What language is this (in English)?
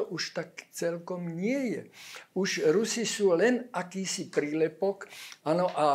Slovak